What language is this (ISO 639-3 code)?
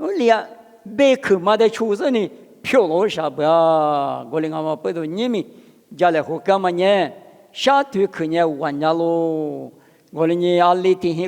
lis